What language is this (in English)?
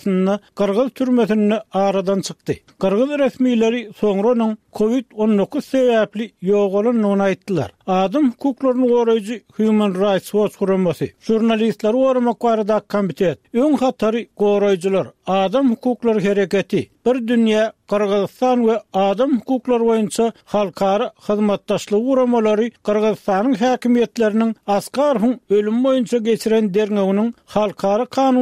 Turkmen